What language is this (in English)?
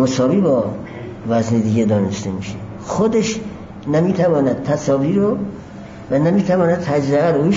Persian